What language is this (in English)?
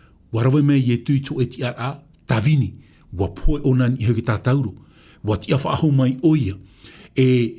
Tahitian